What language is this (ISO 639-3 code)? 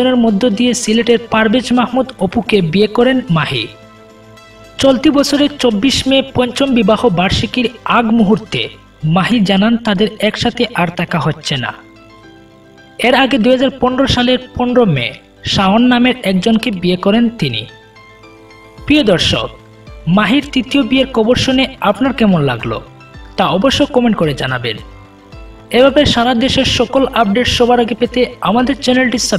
ben